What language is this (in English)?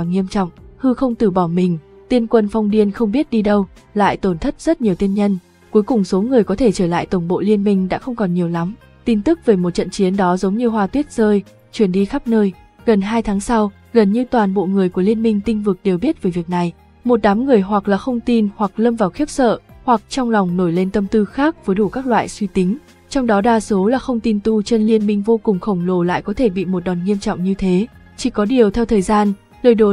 Vietnamese